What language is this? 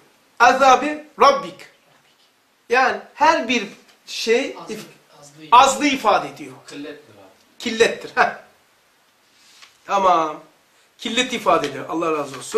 Turkish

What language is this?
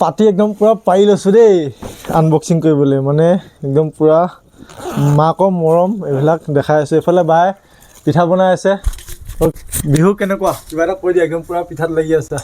Assamese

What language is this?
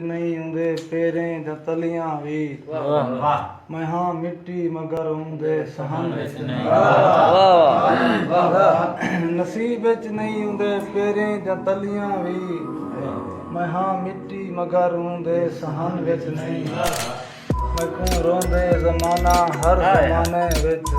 Saraiki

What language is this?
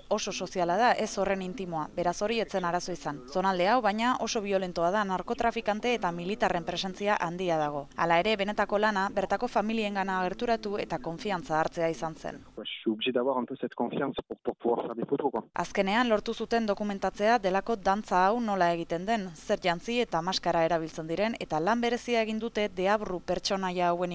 Basque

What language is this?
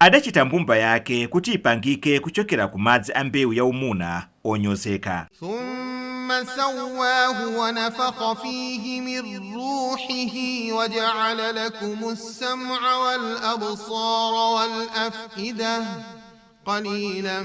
Nyanja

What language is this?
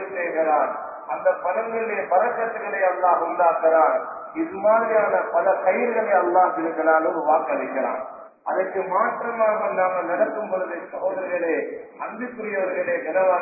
Tamil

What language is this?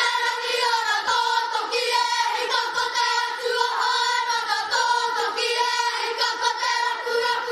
Māori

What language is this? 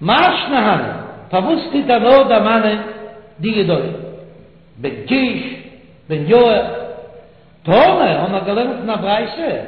Yiddish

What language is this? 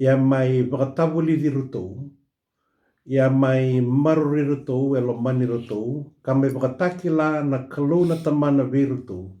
Fijian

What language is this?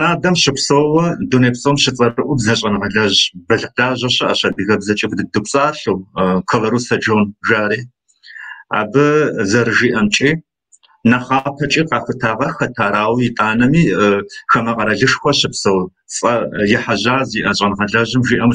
Kabardian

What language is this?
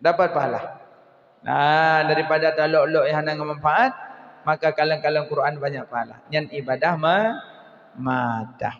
Achinese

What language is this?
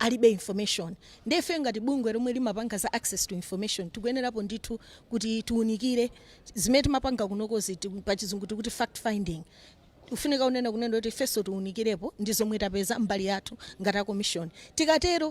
Nyanja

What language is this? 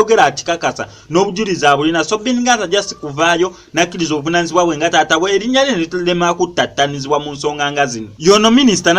Ganda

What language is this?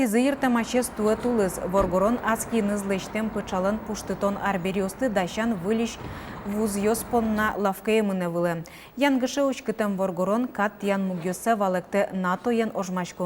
Udmurt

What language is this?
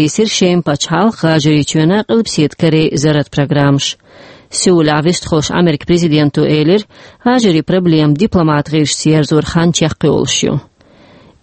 Chechen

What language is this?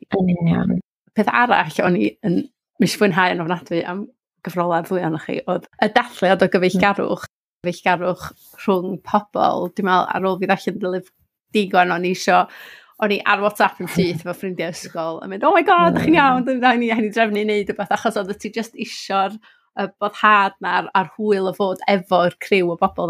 Welsh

